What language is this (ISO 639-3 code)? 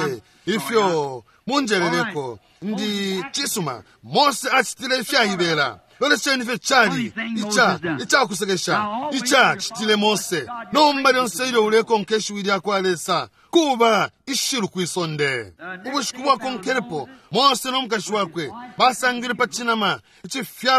bem